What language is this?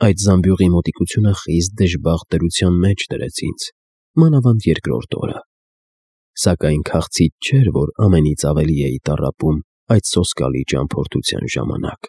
Armenian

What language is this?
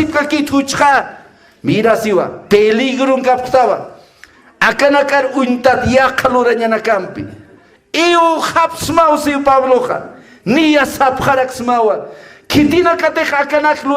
Aymara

